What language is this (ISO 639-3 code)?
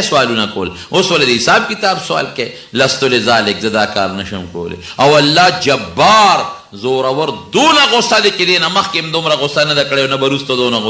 pus